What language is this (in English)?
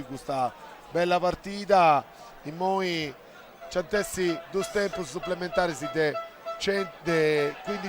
Sardinian